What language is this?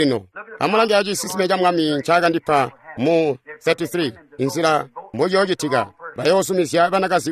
Tonga (Zambia)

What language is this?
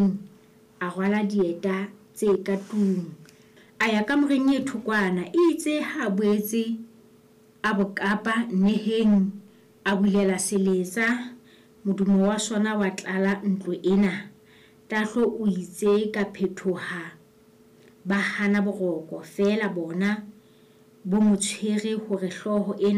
Southern Sotho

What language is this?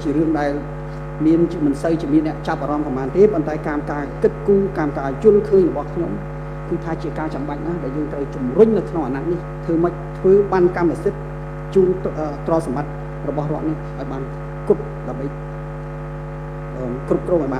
Khmer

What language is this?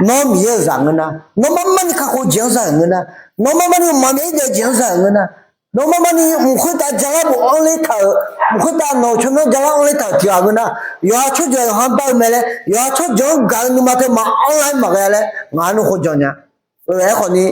Akha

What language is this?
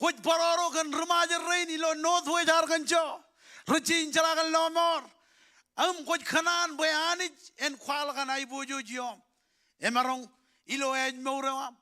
Marshallese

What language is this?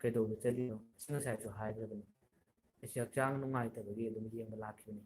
Manipuri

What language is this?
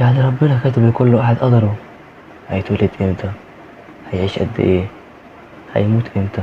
Egyptian Arabic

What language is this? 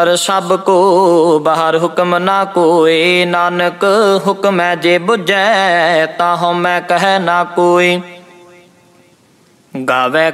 Punjabi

